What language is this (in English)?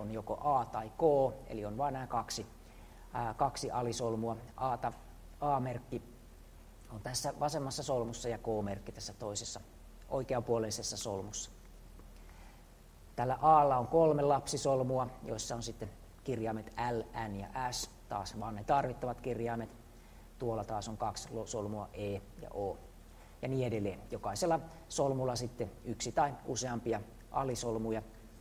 Finnish